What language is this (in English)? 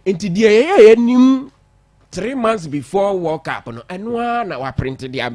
Akan